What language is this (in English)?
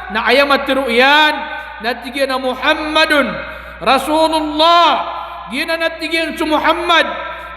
Maranao